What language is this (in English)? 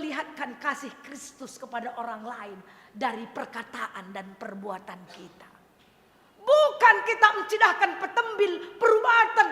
Batak Karo